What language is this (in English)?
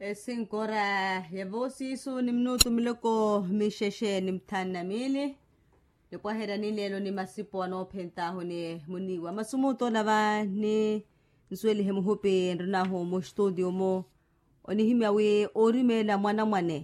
Makhuwa